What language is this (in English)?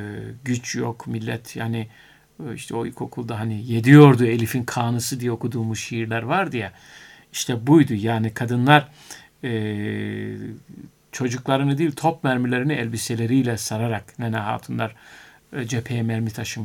Turkish